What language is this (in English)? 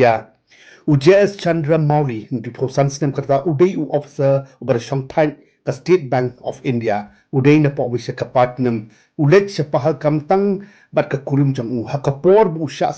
Khasi